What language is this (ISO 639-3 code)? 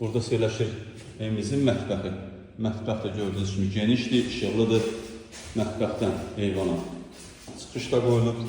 aze